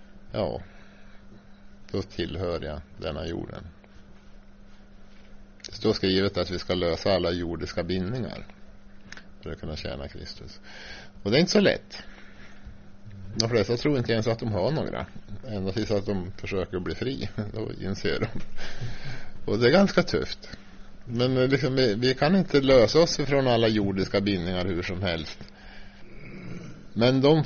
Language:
Swedish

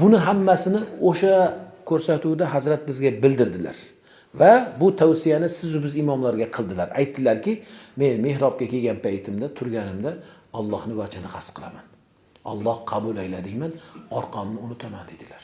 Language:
Uzbek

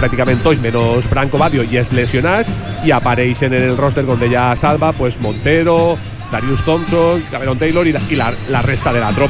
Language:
Catalan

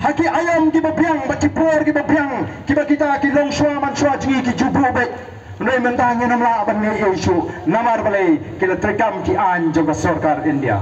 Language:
Khasi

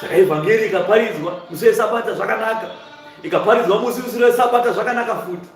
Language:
Shona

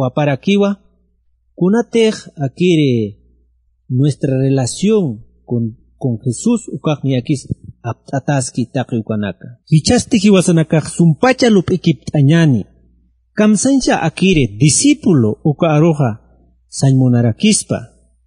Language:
Aymara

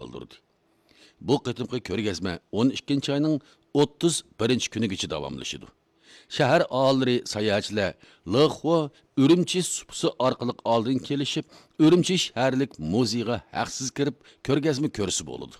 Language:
Uyghur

